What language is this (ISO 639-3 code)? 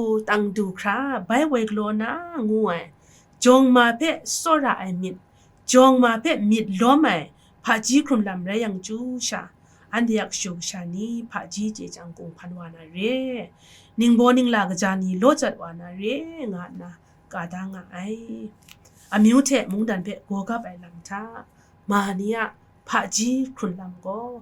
kac